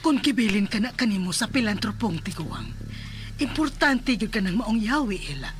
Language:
Cebuano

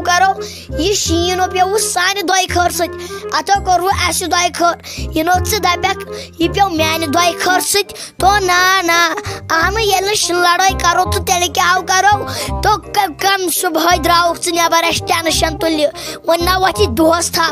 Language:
Kashmiri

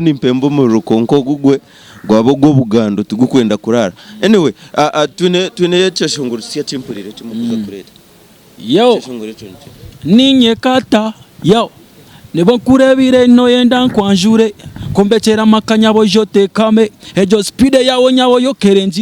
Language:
Nyankole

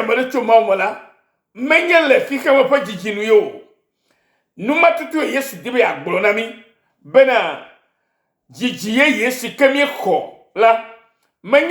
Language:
Ewe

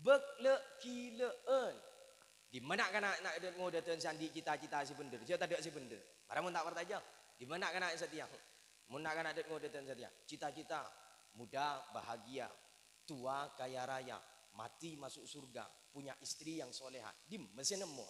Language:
Madurese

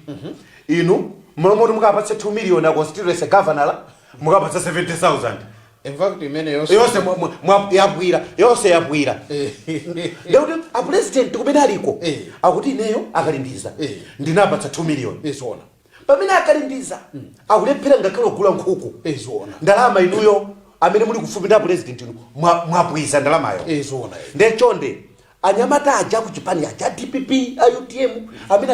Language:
Nyanja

